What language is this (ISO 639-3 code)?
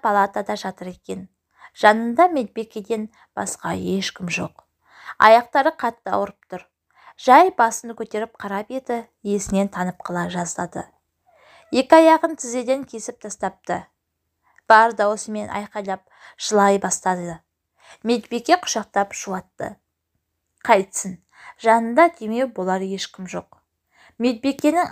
kaz